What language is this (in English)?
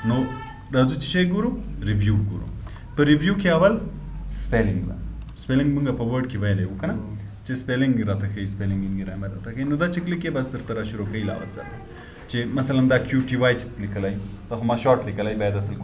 Pashto